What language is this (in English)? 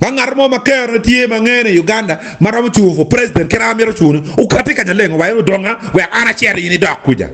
Acoli